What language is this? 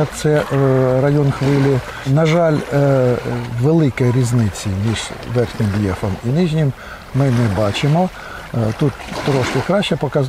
Ukrainian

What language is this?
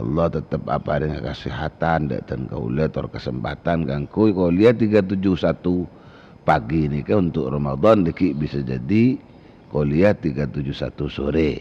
Madurese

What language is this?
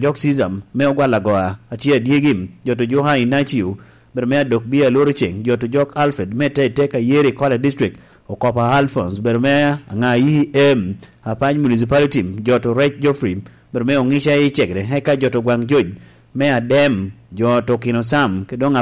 Lango (Uganda)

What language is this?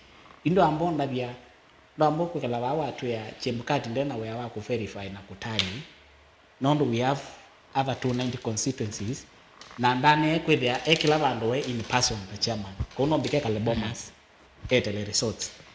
Kamba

